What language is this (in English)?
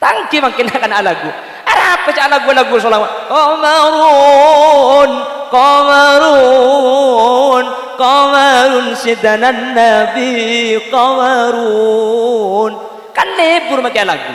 Madurese